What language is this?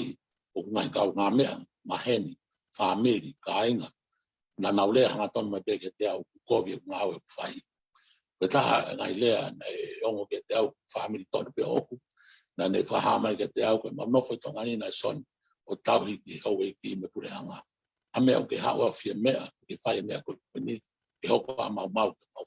Tongan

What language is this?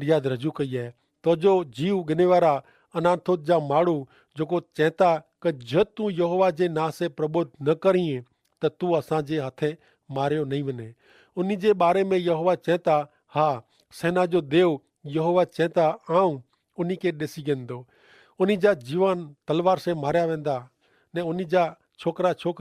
Kachhi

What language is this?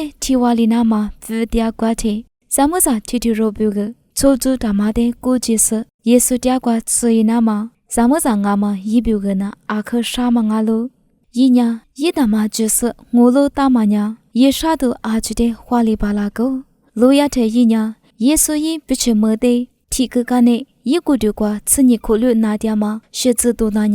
Lisu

